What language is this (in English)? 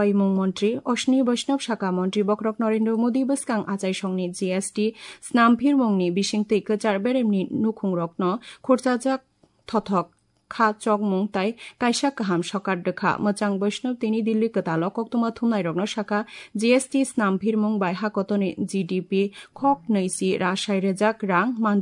Kok Borok